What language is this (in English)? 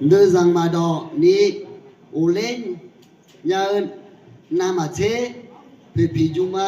Akha